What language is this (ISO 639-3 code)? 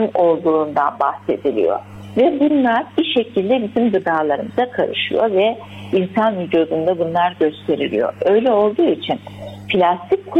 tur